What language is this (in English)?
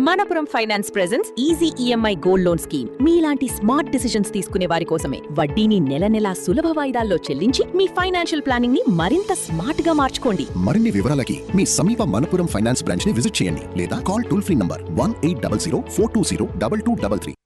Telugu